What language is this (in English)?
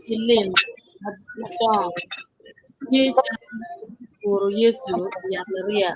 Acoli